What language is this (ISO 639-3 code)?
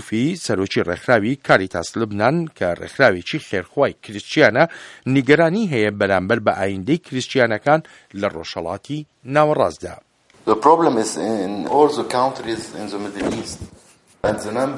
ckb